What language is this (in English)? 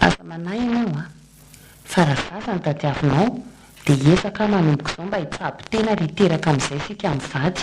Malagasy